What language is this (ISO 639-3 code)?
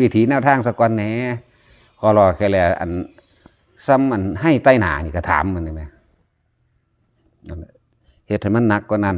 tts